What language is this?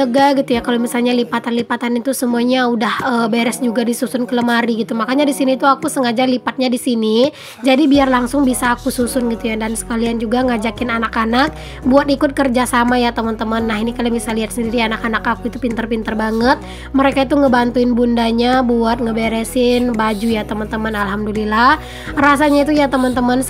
Indonesian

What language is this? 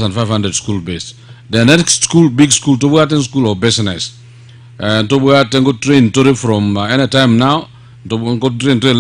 Gusii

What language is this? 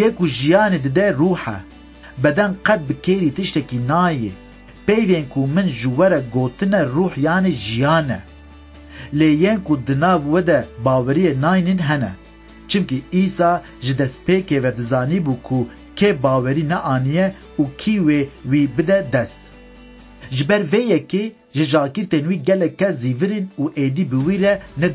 Kurdish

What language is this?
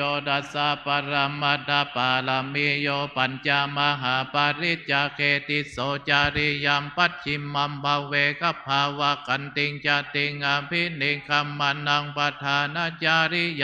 Pali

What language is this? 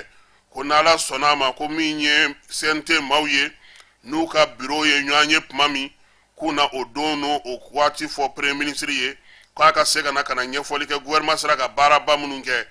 Bambara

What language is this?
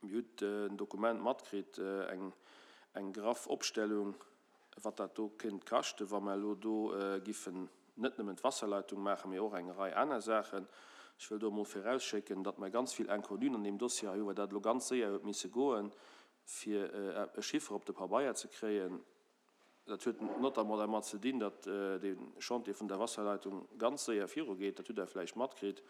Luxembourgish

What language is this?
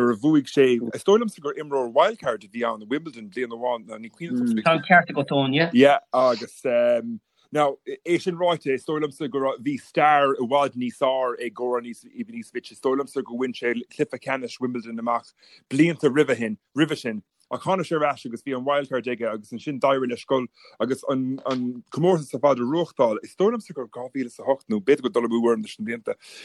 Irish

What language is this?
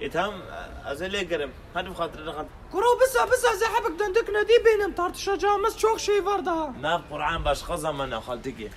Kurdish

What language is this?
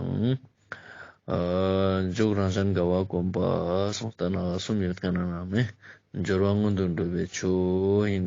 Ladakhi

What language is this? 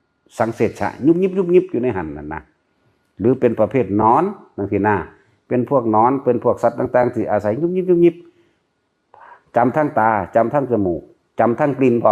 Northeastern Thai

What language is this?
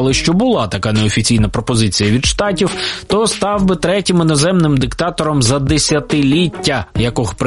Ukrainian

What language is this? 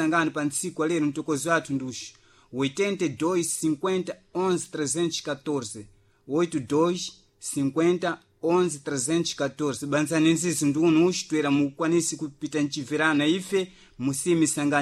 Sena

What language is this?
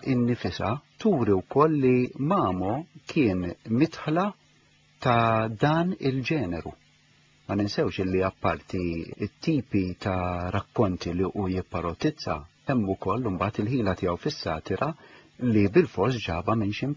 Maltese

